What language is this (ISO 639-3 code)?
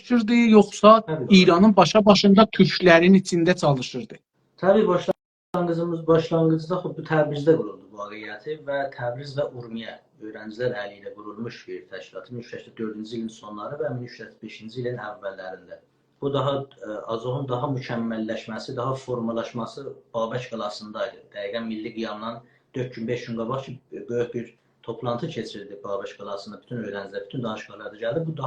azb